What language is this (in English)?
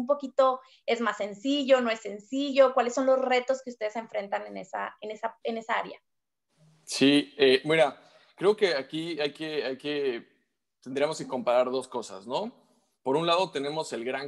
Spanish